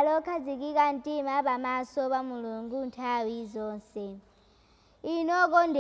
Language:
Nyanja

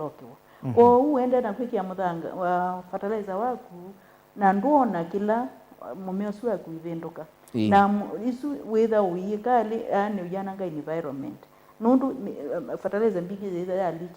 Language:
Kamba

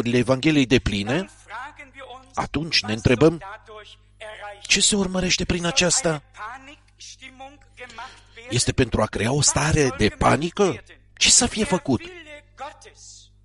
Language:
Romanian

